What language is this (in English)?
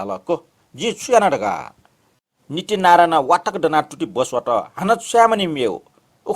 Newari